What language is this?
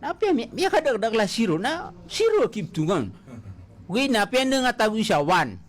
Maranao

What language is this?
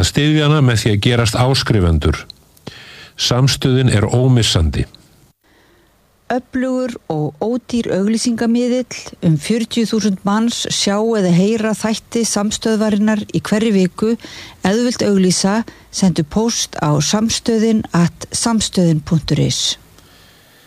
Icelandic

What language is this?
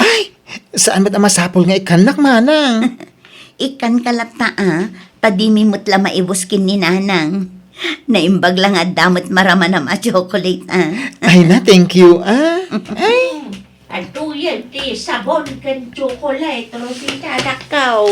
Iloko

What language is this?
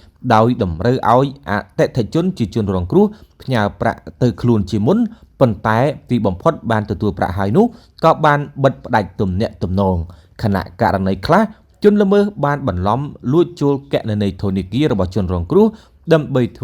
Khmer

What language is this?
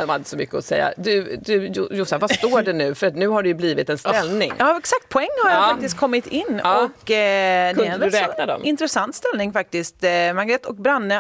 Swedish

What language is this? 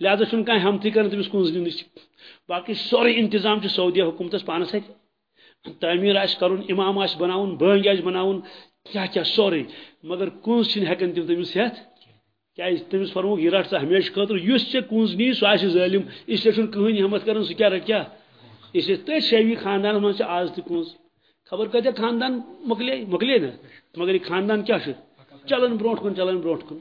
Kashmiri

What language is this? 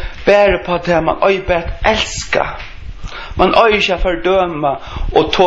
Faroese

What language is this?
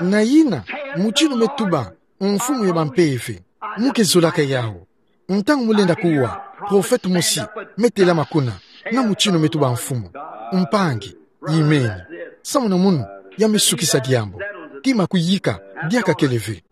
Kituba (Democratic Republic of Congo)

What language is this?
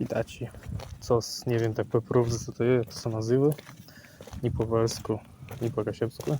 Kashubian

